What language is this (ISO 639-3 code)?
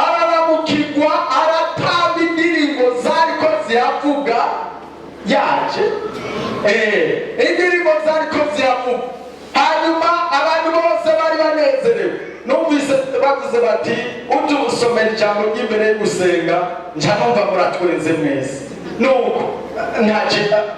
run